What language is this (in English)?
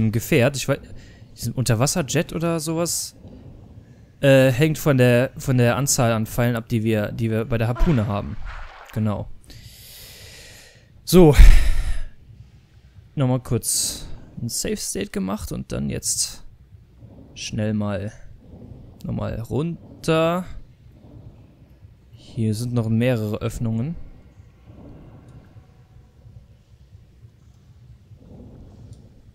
German